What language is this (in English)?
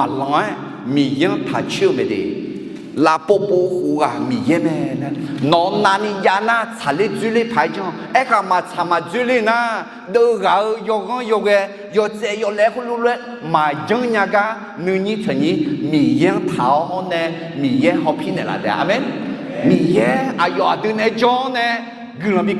Akha